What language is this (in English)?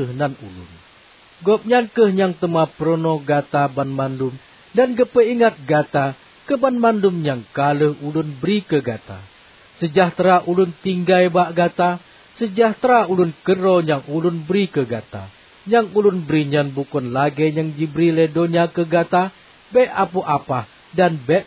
Achinese